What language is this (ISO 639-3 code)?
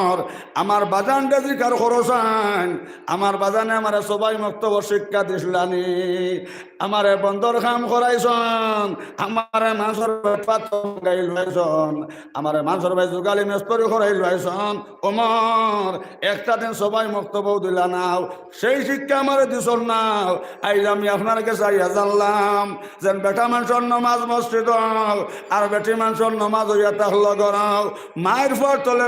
syl